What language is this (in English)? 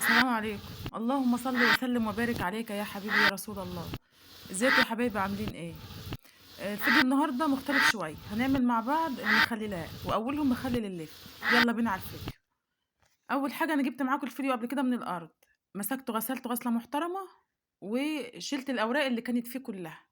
Egyptian Arabic